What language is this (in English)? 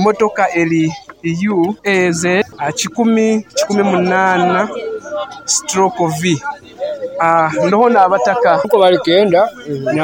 Nyoro